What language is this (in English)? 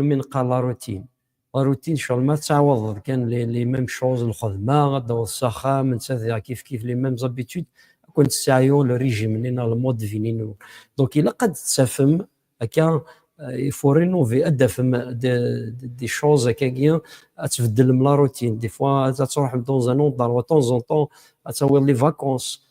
Kabyle